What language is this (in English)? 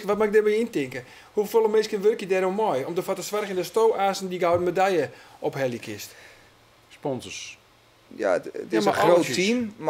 Western Frisian